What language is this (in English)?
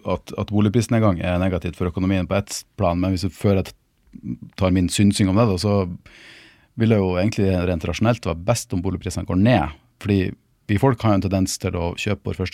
Norwegian